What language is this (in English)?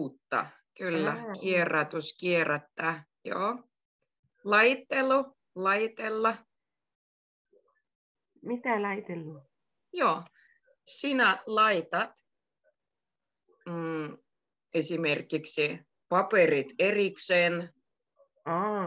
Finnish